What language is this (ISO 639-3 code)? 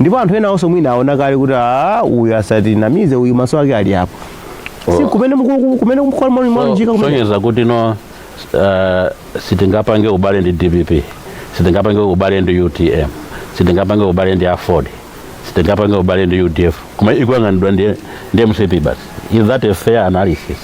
nya